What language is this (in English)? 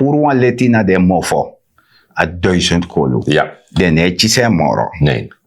Sranan Tongo